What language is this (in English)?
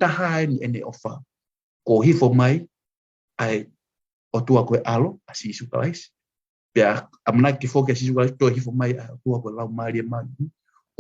Tongan